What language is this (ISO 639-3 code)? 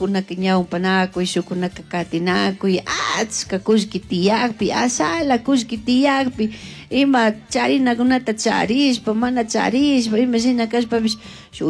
qug